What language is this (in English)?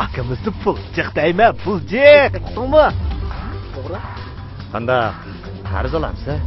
Uyghur